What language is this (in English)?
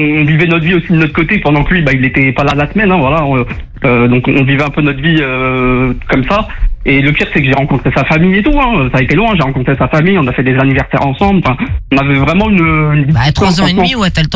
French